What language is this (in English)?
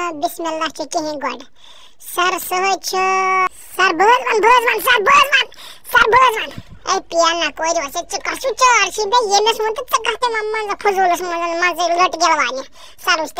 Kashmiri